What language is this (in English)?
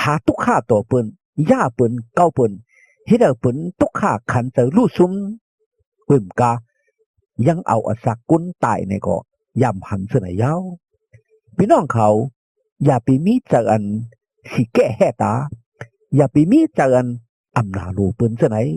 Shan